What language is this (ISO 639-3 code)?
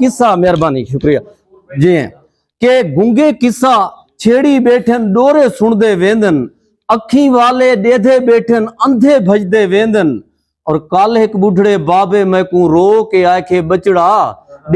skr